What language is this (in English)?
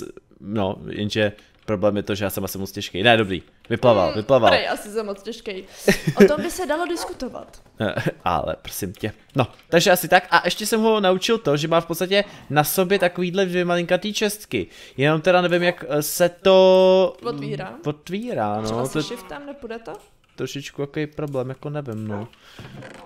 Czech